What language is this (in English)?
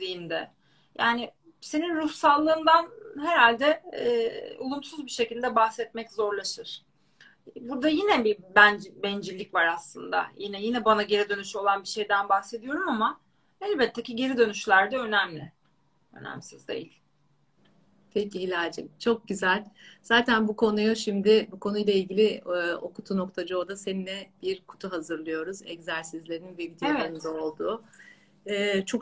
Turkish